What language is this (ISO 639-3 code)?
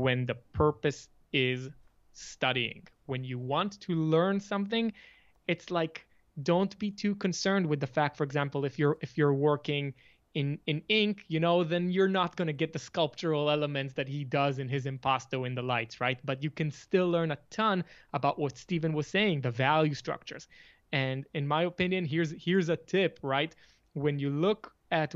eng